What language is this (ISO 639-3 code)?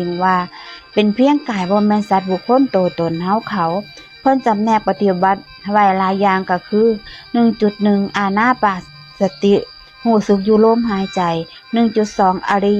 lao